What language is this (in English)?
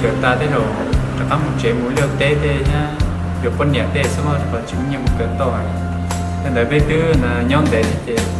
Hmong